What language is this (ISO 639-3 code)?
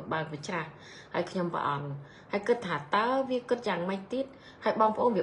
khm